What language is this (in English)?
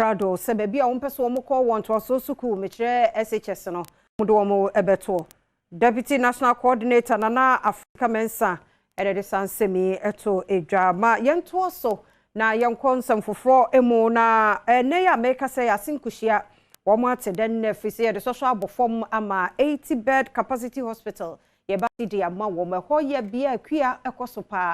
Akan